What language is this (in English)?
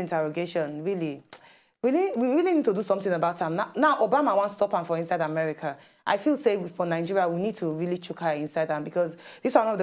Nigerian Pidgin